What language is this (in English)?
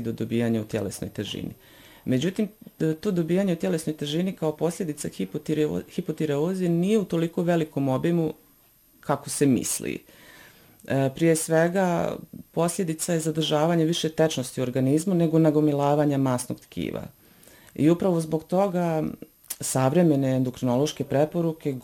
Bosnian